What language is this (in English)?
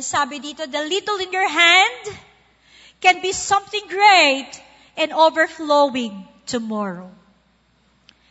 Filipino